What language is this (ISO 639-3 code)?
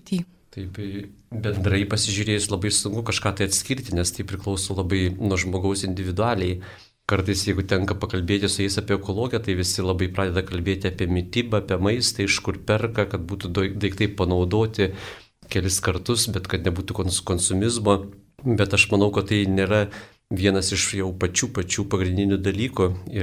lit